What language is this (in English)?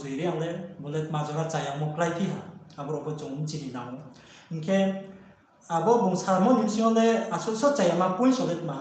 Riang (India)